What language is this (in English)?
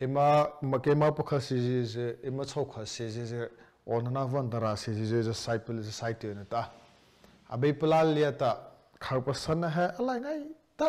Mara Chin